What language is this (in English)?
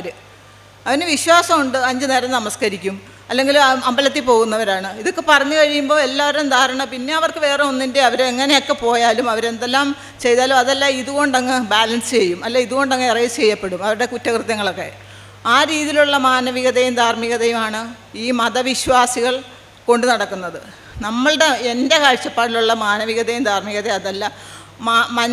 Malayalam